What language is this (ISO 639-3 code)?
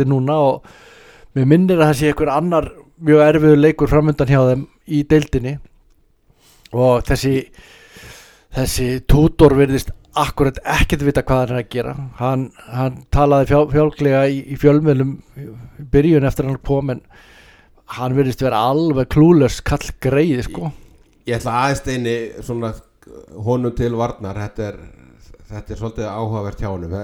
isl